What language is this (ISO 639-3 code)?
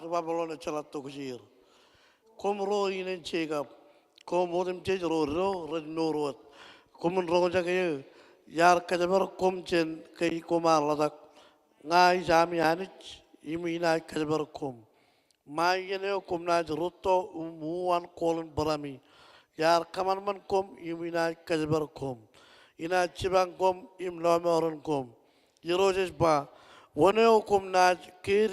mah